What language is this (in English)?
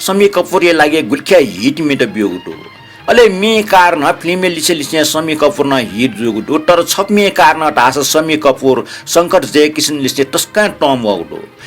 Newari